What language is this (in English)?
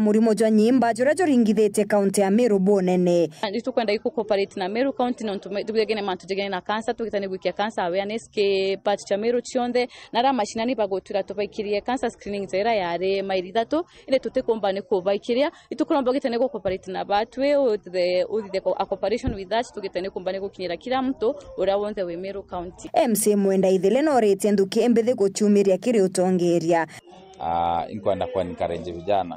Meru